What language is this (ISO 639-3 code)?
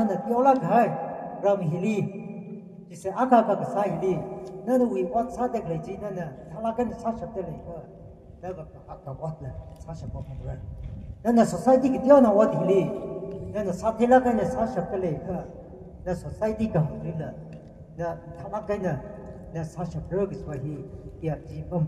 nmf